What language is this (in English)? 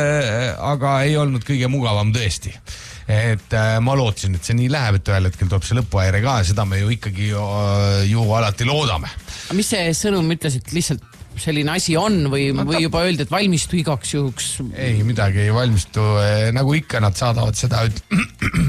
Estonian